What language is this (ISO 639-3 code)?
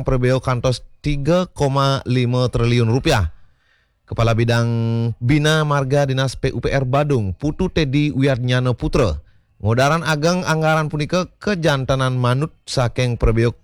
ban